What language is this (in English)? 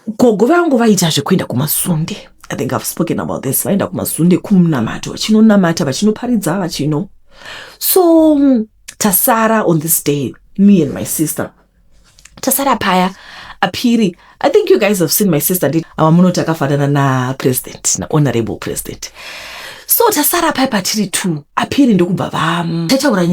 Shona